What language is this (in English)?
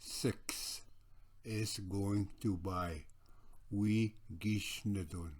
Ojibwa